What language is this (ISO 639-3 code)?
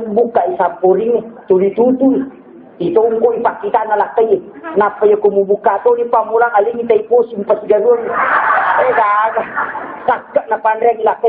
bug